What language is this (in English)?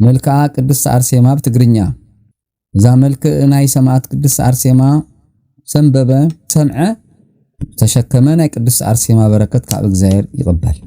Tigrinya